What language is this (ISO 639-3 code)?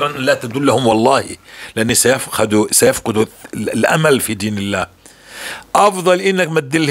apc